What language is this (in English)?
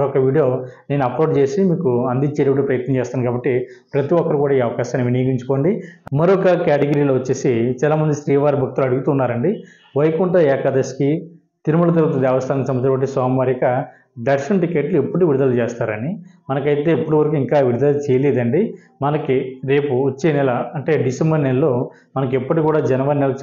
Telugu